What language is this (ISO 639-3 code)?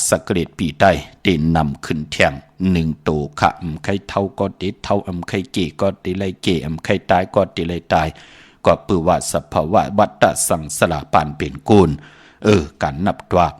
shn